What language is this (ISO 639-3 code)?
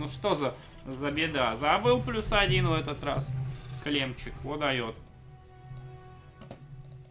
rus